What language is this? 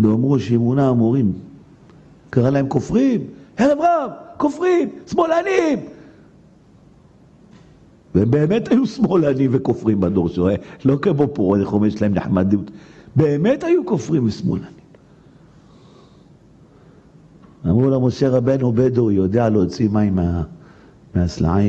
Hebrew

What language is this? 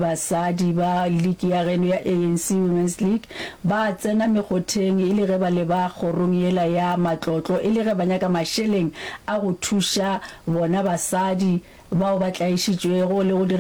Northern Sotho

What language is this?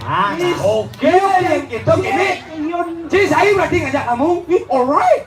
Balinese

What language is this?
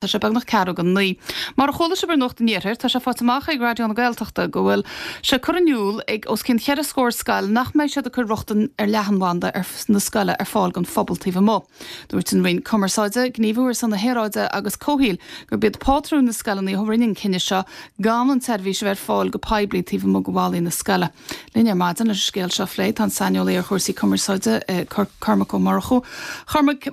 Irish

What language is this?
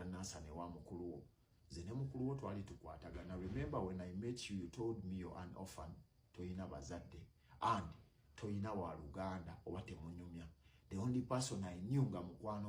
Ganda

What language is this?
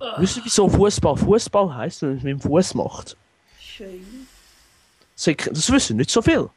Swiss German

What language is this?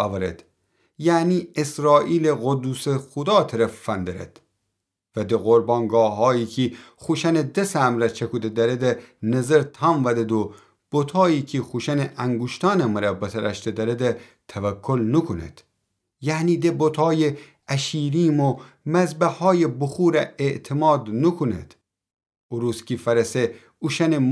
Gilaki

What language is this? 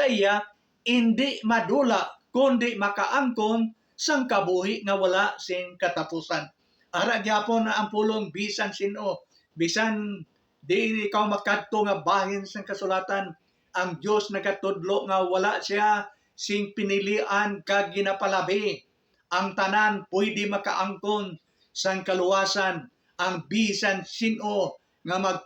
Hiligaynon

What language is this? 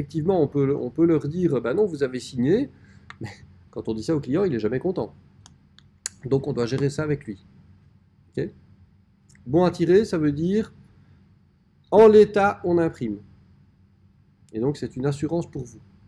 French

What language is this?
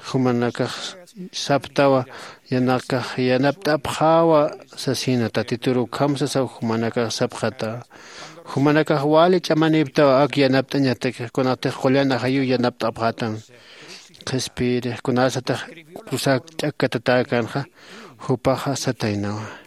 Aymara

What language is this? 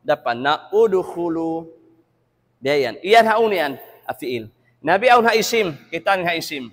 Tausug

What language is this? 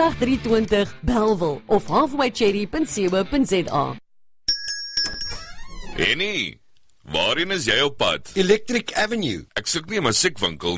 Afrikaans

